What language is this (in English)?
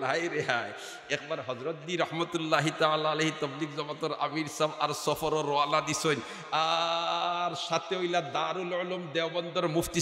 Sylheti